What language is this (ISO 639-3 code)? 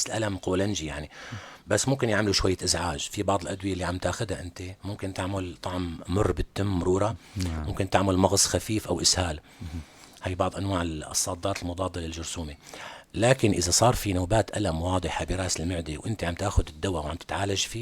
apc